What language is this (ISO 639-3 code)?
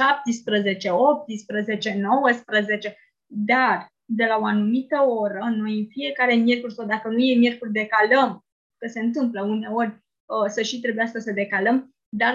ron